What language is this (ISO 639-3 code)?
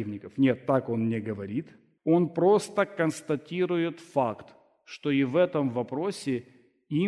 rus